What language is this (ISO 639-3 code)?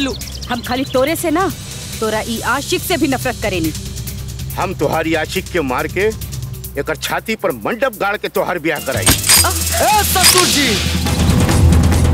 bho